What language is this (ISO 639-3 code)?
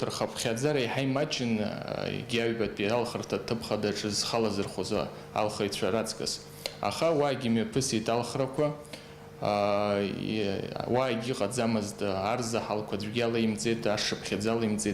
abk